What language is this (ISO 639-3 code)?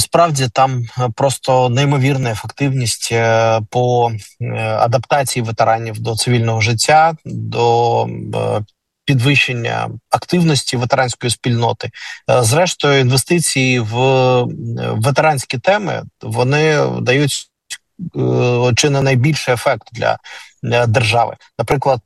ukr